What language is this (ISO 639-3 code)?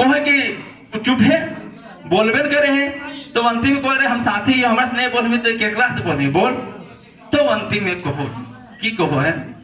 mag